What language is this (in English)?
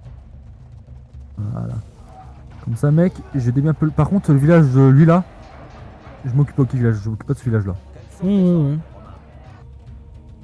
French